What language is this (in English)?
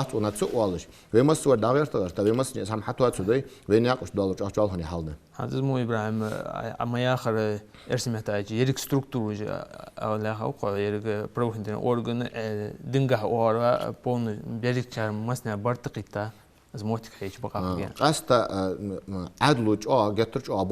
Ingush